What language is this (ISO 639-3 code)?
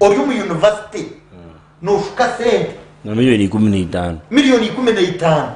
nyn